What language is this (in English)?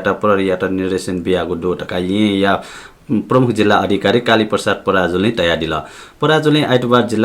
Newari